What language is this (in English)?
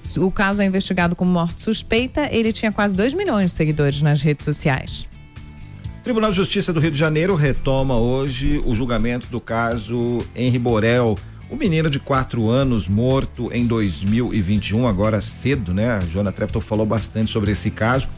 Portuguese